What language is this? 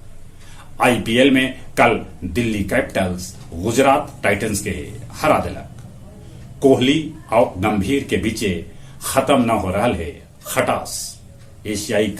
Magahi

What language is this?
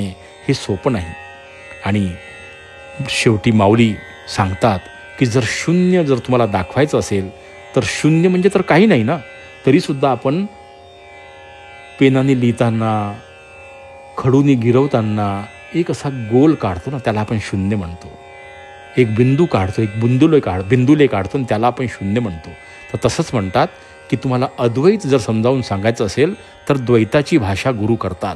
Marathi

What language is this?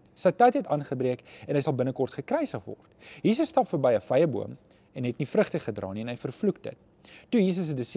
Afrikaans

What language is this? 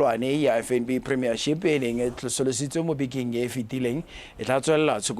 Tswana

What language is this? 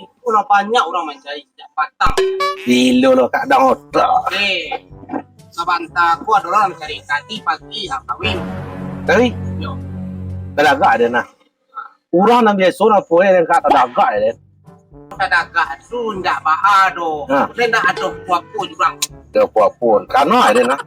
Minangkabau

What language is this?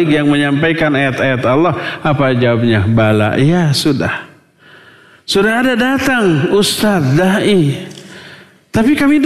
Indonesian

